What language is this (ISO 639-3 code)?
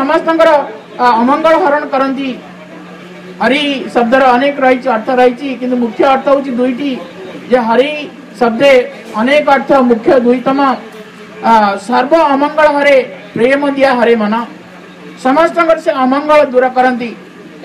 ori